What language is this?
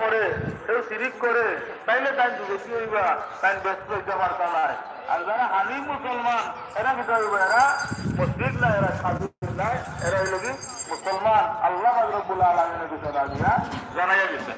Sylheti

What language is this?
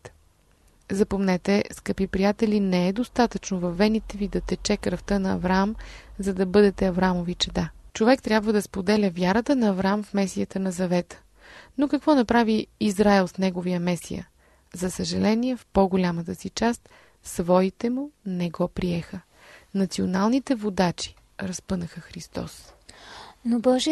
Bulgarian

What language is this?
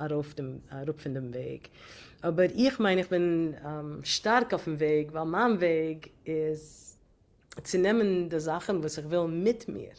Yiddish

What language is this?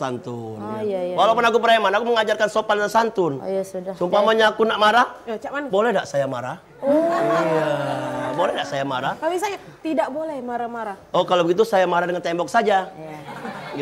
Musi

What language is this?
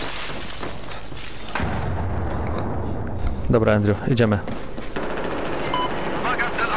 Polish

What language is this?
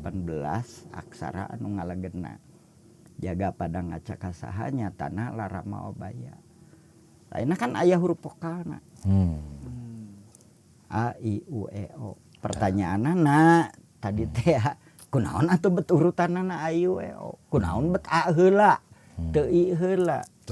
Sundanese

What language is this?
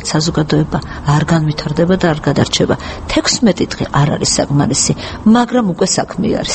Georgian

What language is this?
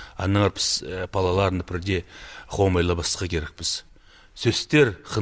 Khakas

